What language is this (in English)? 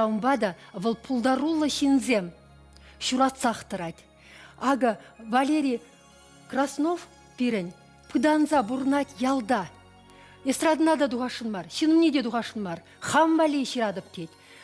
Chuvash